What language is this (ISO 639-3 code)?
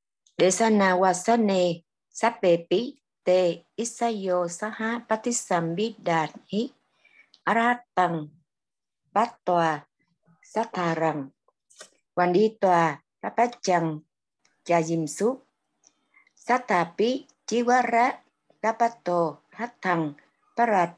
vie